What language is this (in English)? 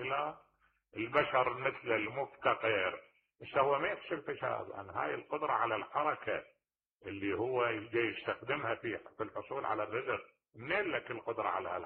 Mesopotamian Arabic